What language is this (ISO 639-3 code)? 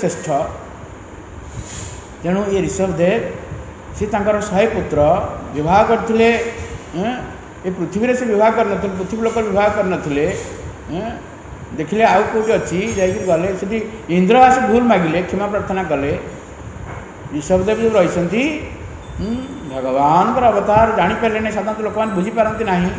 ori